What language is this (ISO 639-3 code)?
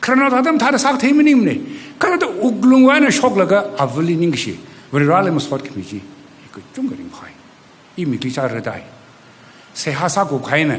nmf